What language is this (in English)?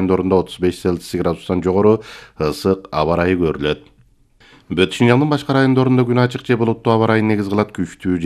Kyrgyz